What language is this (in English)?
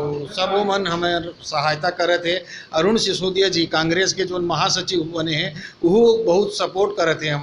Chhattisgarhi